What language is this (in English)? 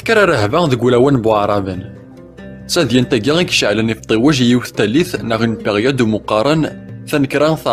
Kabyle